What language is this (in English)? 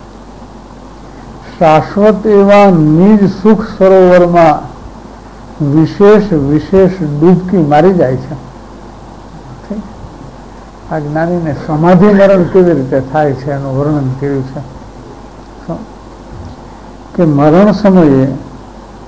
Gujarati